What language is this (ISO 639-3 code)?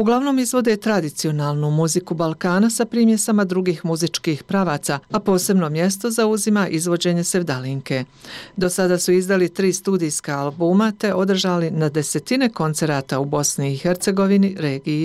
bos